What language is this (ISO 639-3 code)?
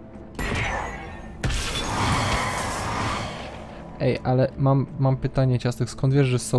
pol